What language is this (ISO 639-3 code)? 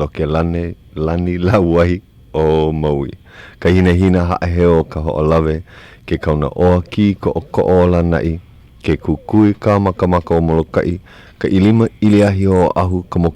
haw